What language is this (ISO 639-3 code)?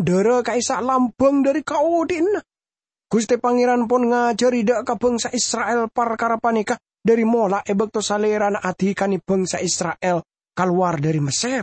mad